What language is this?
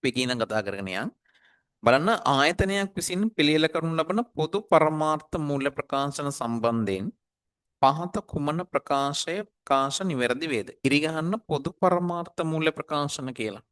Sinhala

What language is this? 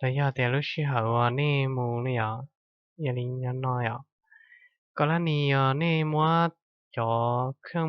Hmong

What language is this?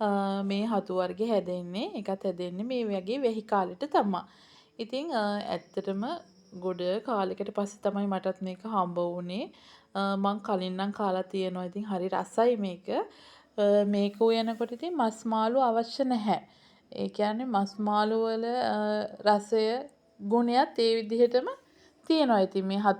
Sinhala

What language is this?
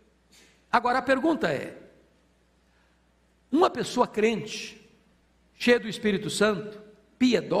Portuguese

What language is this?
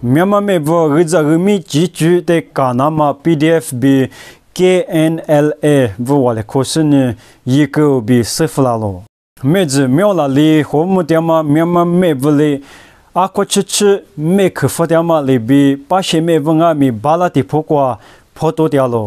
Lisu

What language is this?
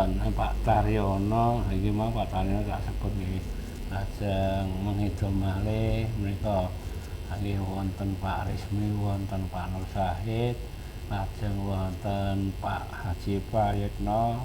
Javanese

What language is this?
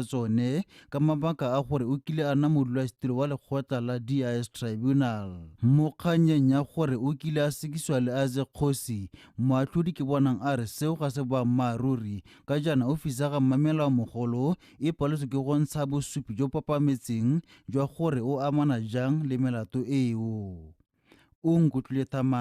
Tswana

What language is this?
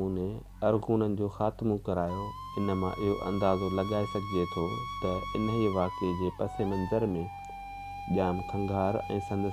Sindhi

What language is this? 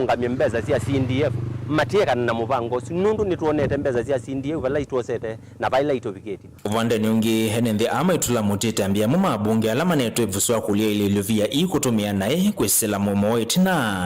Kamba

